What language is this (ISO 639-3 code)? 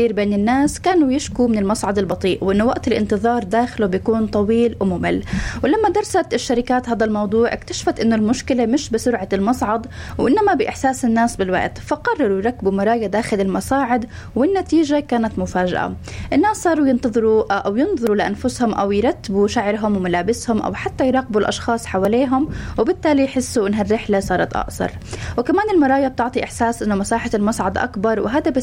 apc